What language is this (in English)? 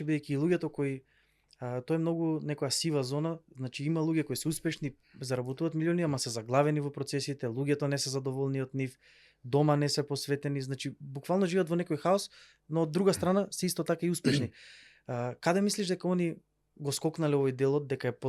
Macedonian